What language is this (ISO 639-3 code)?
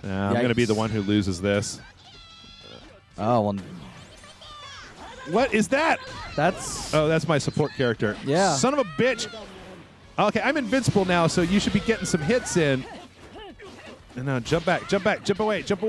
eng